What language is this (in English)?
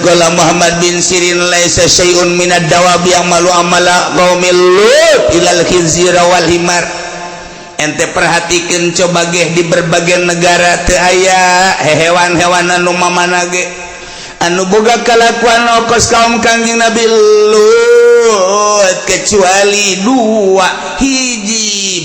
Sundanese